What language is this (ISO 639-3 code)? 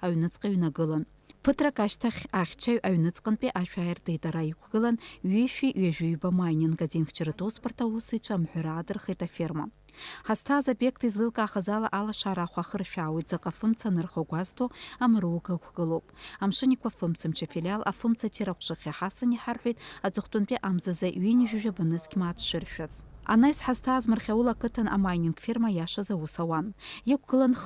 abk